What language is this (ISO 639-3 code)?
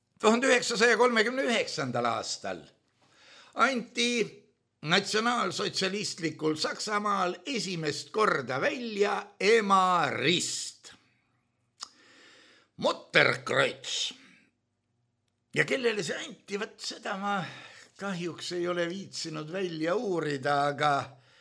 est